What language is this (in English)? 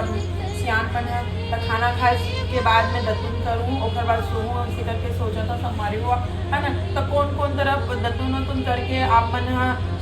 Chhattisgarhi